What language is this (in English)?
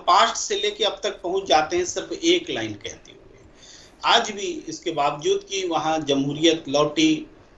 Hindi